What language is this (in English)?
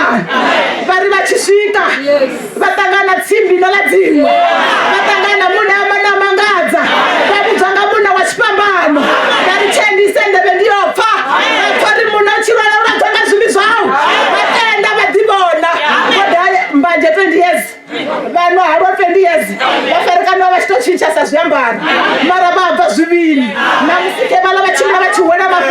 Venda